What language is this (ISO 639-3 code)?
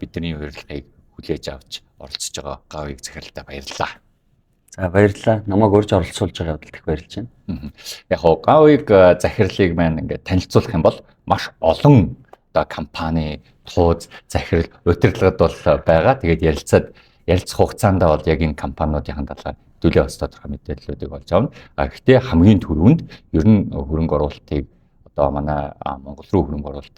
mon